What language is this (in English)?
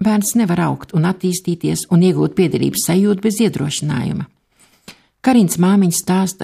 Latvian